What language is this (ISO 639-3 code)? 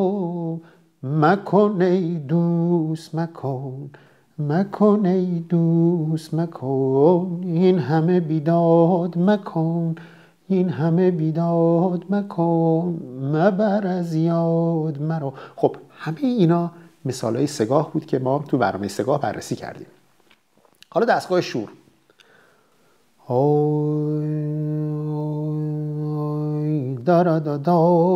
fas